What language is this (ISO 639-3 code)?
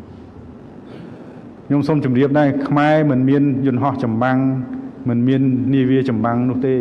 khm